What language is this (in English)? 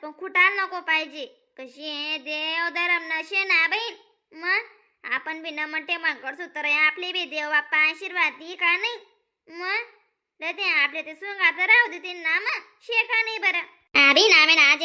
Khandesi